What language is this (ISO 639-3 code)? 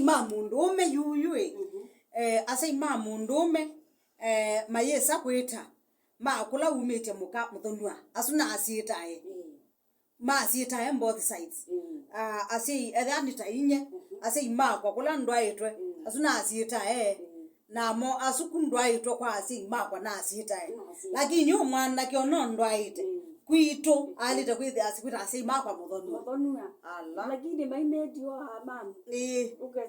kam